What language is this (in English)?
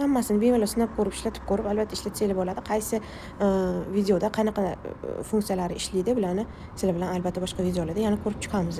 Uzbek